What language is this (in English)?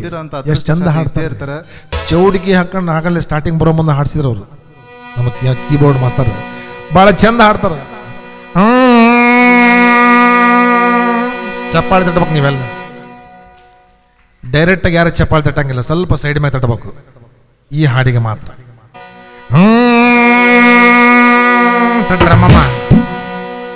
Kannada